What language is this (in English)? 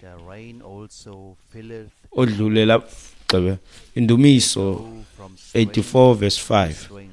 Xhosa